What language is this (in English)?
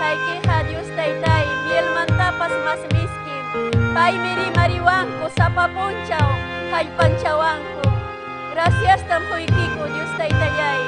Ayacucho Quechua